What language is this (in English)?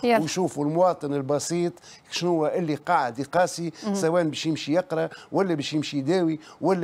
Tunisian Arabic